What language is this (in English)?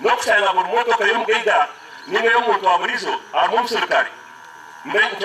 Nyankole